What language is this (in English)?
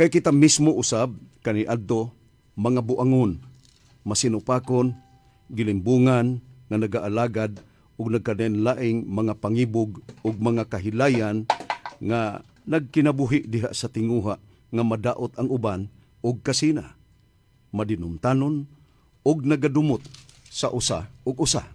Cebuano